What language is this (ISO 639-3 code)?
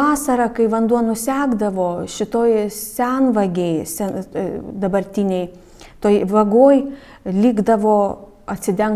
lit